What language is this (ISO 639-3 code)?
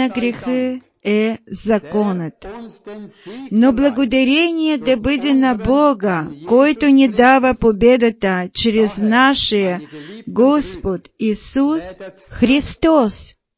bul